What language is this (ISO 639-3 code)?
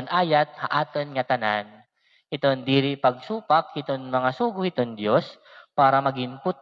war